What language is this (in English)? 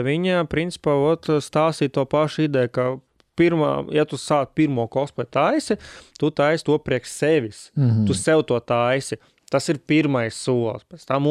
Latvian